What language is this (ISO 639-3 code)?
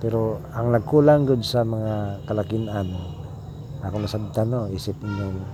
ceb